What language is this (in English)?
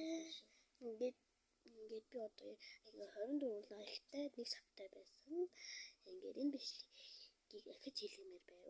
Mongolian